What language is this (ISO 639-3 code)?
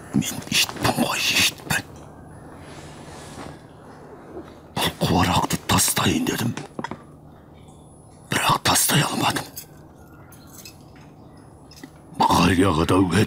kaz